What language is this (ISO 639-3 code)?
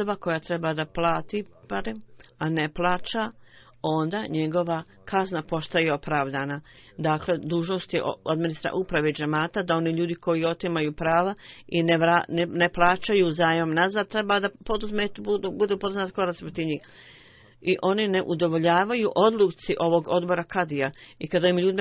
bos